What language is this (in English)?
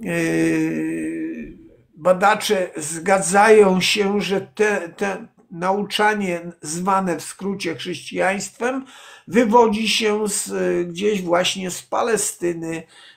Polish